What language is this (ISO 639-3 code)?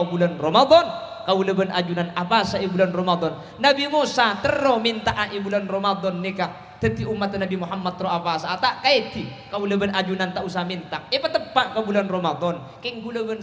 mad